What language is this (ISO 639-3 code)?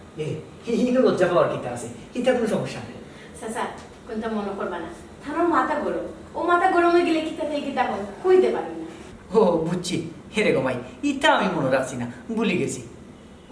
syl